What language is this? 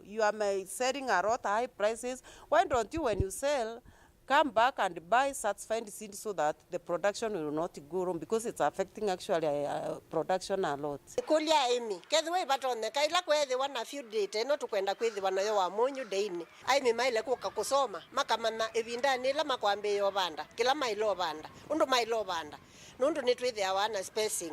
Kamba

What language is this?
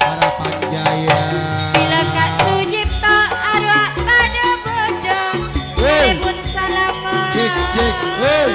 Madurese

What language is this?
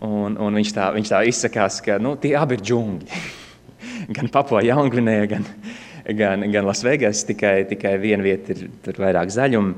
Latvian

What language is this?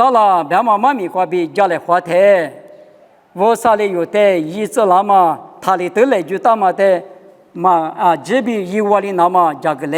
Lisu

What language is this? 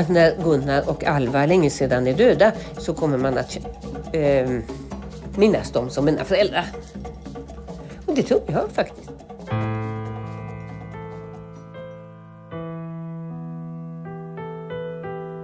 Swedish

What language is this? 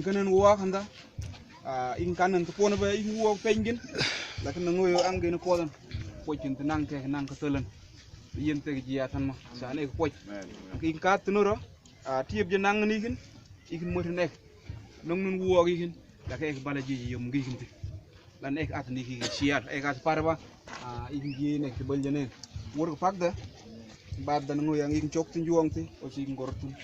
Mabaan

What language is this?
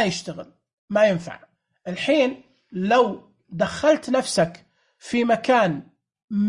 Najdi Arabic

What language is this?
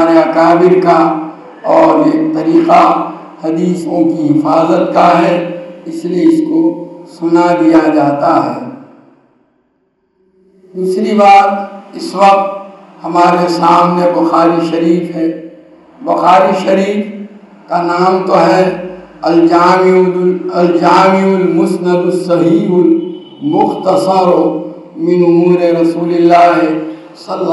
Urdu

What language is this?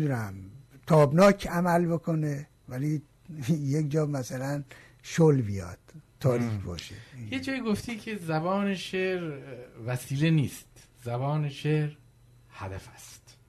Persian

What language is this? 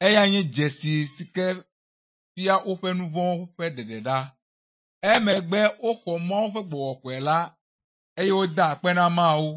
Ewe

